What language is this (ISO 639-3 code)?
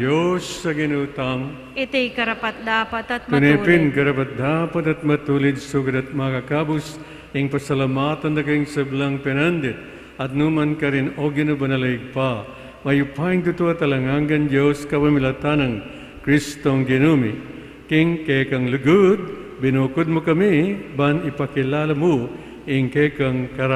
pam